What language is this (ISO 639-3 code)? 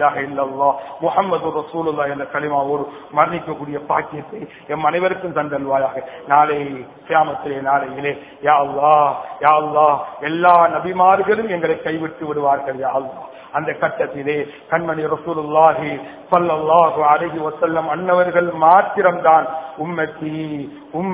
tam